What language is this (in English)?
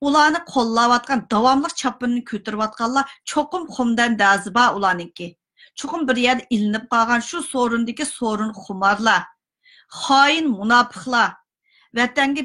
Uyghur